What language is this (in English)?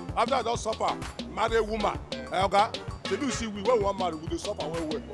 Nigerian Pidgin